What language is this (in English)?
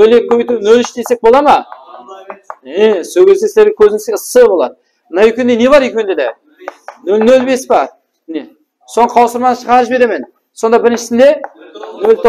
Kara-Kalpak